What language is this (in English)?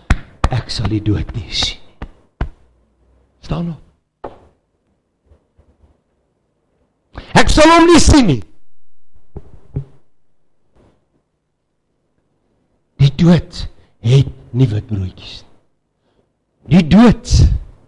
Afrikaans